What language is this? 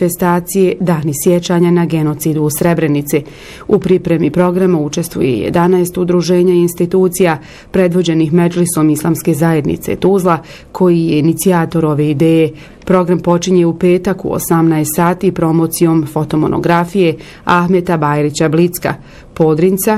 Bosnian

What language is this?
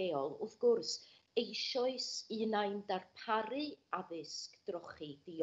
Welsh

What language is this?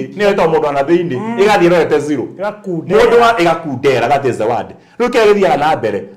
Kikuyu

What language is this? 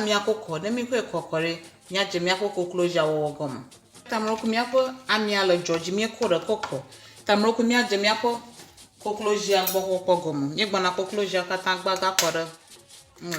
Ewe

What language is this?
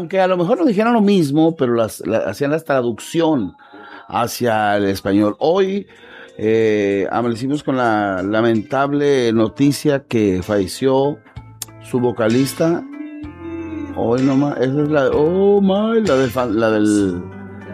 Spanish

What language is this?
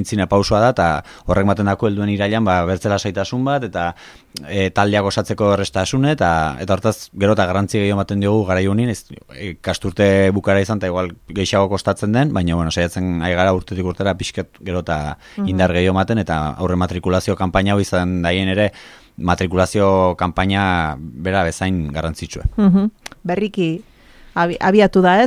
Basque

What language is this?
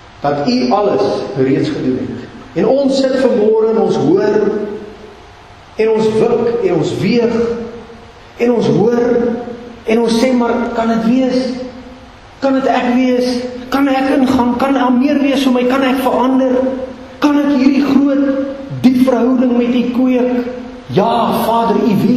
Afrikaans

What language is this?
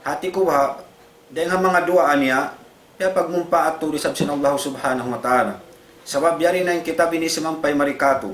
Tausug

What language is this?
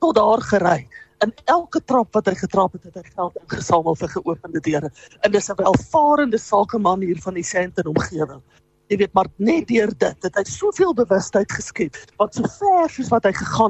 Afrikaans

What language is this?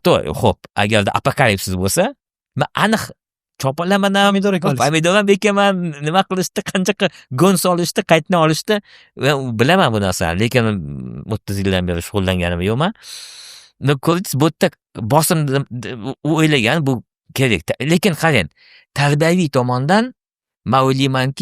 Uzbek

